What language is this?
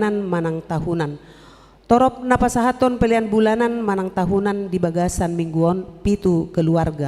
Batak Toba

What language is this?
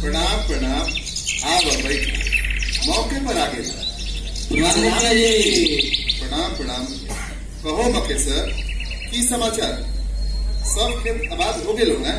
Magahi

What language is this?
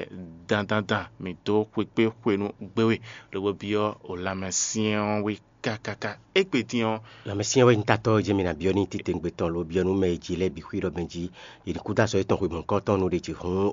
Fon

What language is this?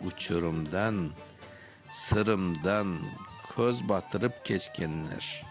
Crimean Tatar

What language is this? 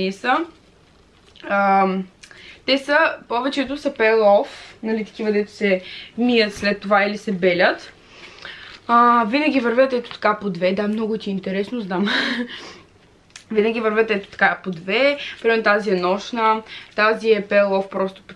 Bulgarian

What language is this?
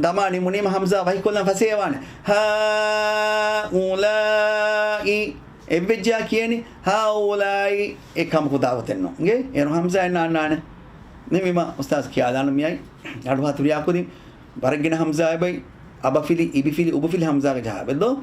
Divehi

